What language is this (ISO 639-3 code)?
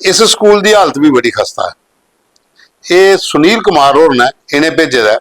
doi